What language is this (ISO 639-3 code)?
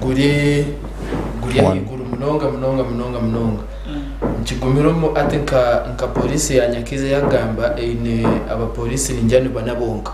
nyn